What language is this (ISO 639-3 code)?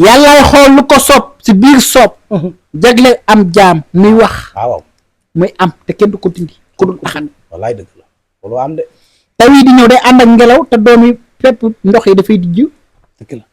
wol